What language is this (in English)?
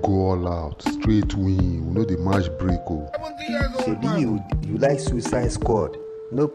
Nigerian Pidgin